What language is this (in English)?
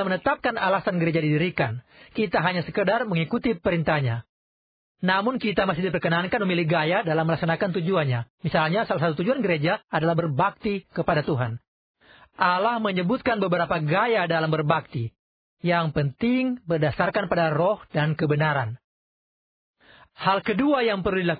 Indonesian